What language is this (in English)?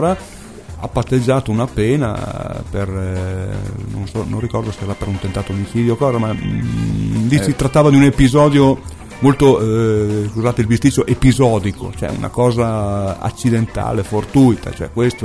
Italian